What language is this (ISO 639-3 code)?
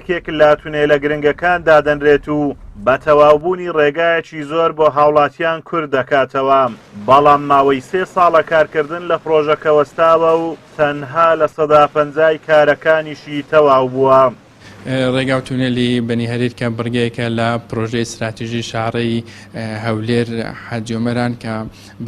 ckb